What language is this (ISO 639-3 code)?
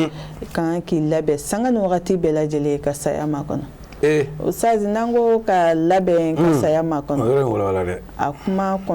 bam